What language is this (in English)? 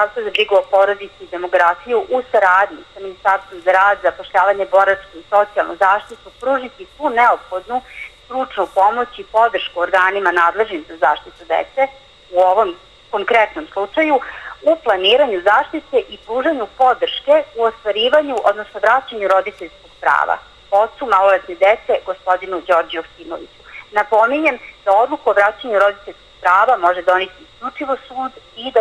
Serbian